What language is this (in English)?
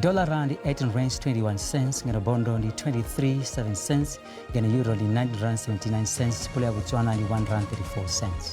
Venda